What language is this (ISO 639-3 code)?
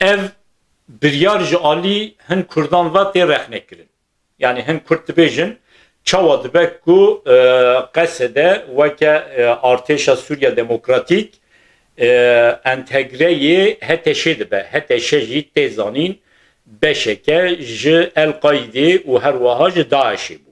kur